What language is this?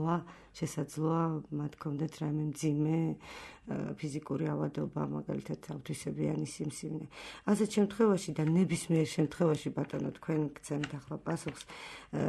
Georgian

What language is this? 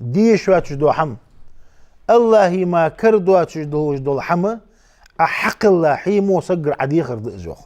Ingush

